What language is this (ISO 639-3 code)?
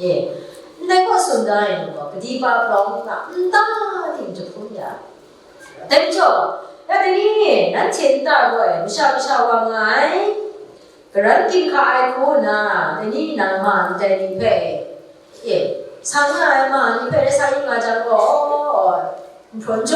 kac